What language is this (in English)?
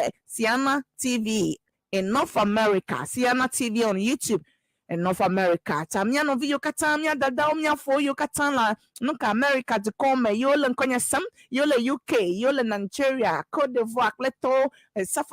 Ewe